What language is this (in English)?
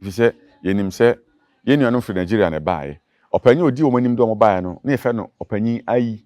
Akan